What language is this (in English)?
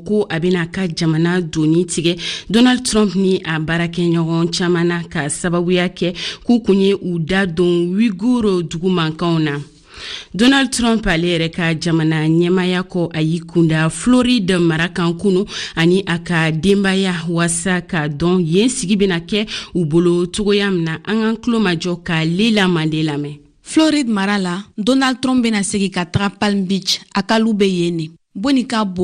Bambara